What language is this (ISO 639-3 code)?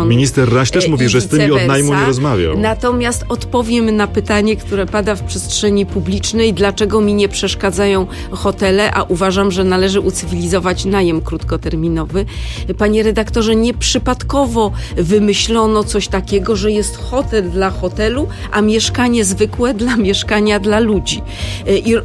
pol